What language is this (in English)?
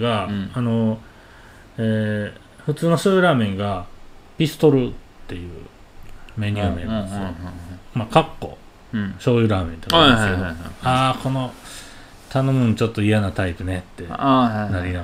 Japanese